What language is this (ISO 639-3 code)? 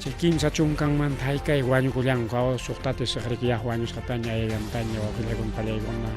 quy